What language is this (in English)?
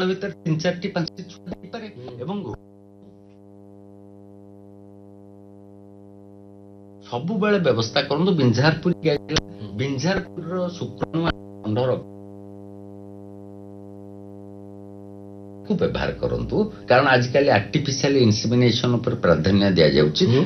Odia